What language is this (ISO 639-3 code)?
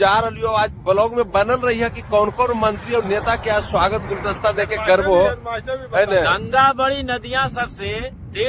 mag